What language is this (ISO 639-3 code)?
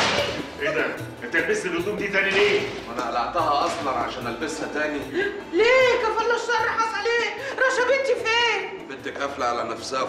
arz